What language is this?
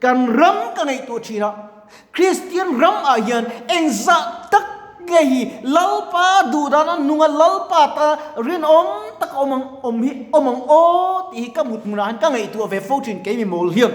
Mizo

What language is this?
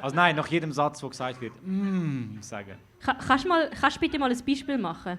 Swiss German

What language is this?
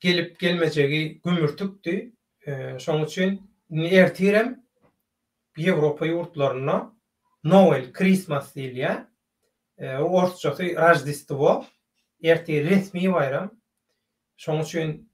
Turkmen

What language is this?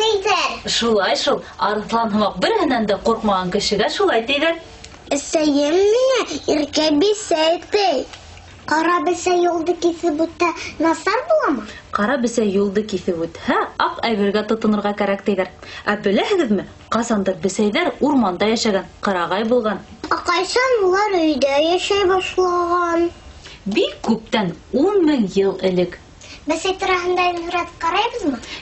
Bashkir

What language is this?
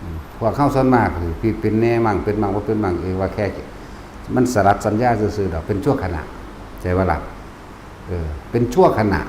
Lao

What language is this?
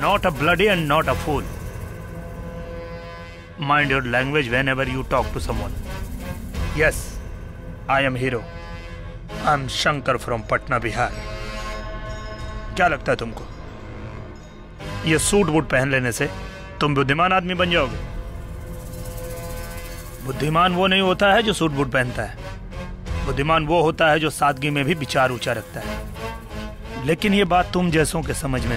Bhojpuri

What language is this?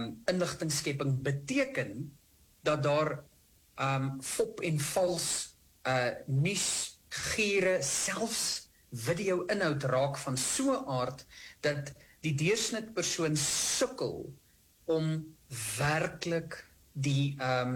Afrikaans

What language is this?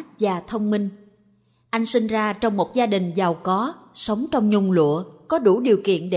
Vietnamese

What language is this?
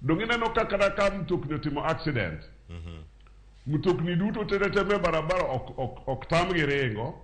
Luo (Kenya and Tanzania)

